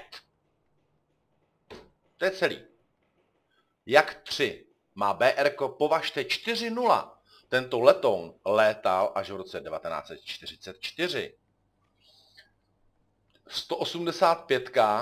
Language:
Czech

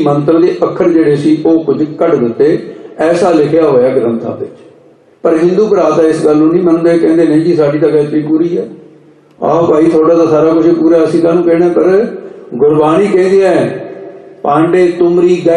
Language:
Punjabi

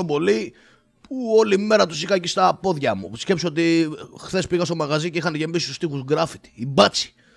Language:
Greek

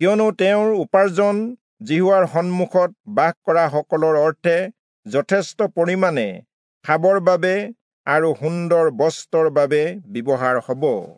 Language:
Assamese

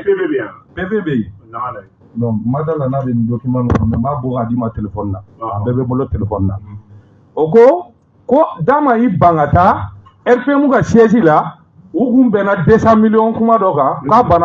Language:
Bambara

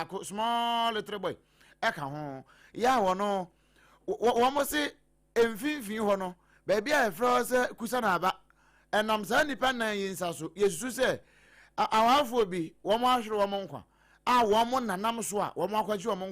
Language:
Akan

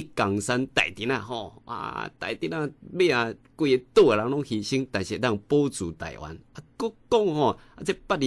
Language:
Min Nan Chinese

